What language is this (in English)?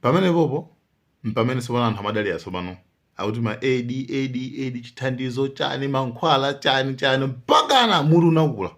Nyanja